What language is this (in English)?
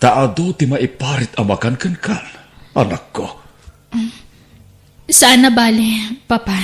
Iloko